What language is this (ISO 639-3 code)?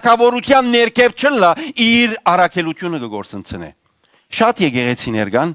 hyw